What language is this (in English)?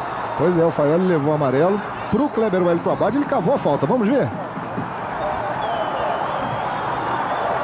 Portuguese